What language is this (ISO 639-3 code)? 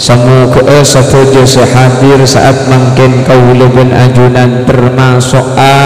mad